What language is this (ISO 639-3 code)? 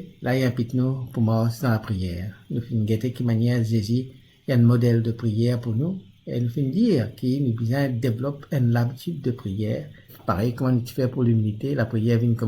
mfe